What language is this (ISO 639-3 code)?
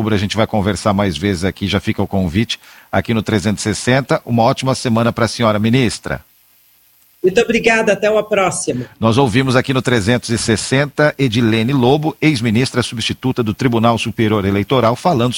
por